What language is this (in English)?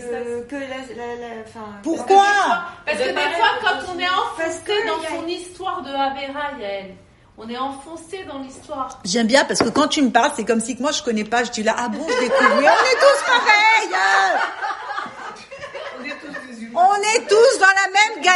French